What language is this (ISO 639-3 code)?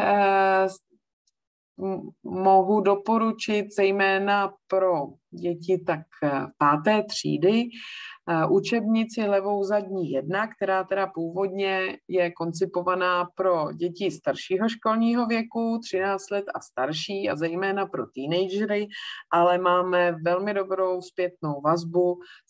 ces